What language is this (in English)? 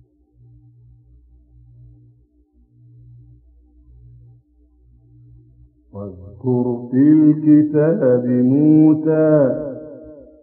Arabic